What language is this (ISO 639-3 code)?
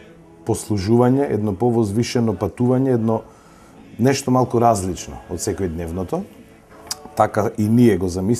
mkd